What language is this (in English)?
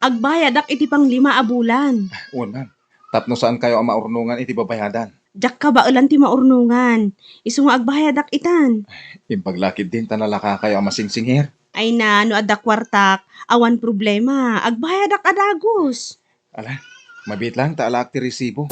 Iloko